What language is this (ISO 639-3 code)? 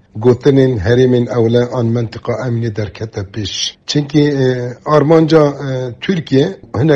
kur